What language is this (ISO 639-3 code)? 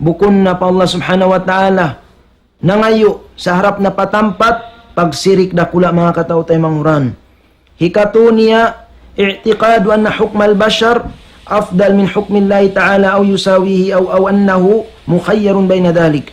tsg